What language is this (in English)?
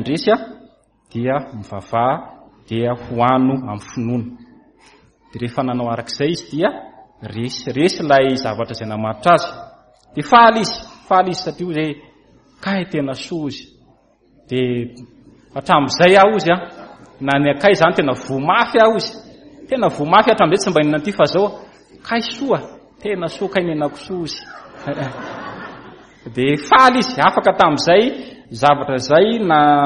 Malagasy